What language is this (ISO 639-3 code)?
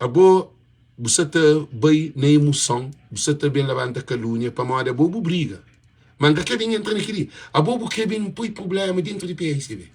kea